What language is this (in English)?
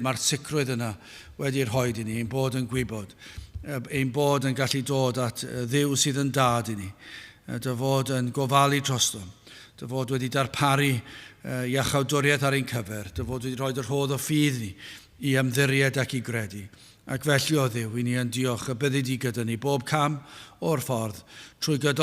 Welsh